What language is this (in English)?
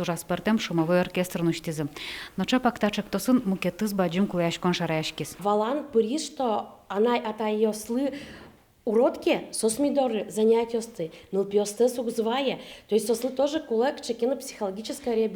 Udmurt